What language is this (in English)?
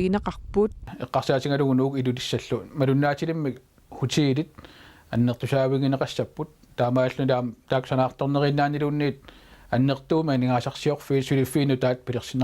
Kalaallisut